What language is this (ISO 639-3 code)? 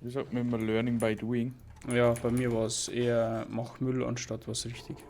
bar